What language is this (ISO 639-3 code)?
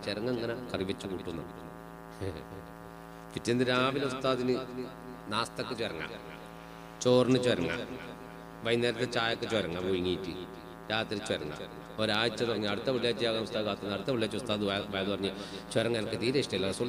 mal